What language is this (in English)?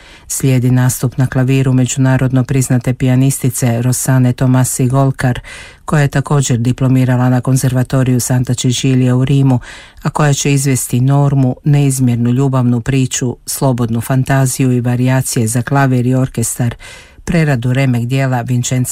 Croatian